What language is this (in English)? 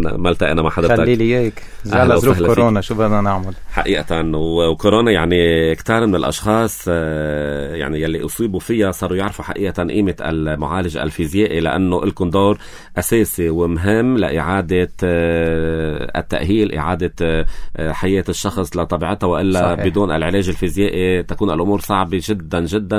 North Levantine Arabic